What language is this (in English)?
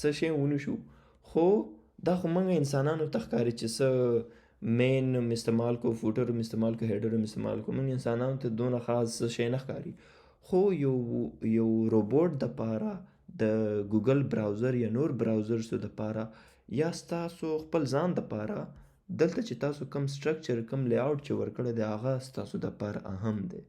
Pashto